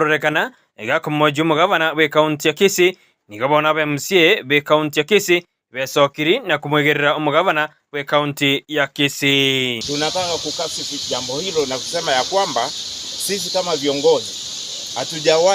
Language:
Gusii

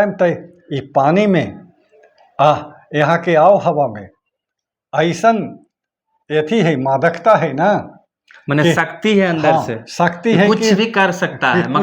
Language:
Magahi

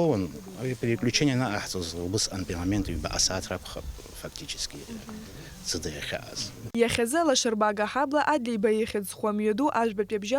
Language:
Abkhazian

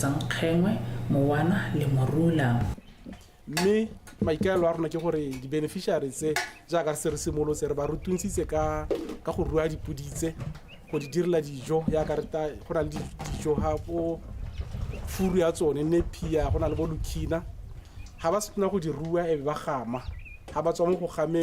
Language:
Tswana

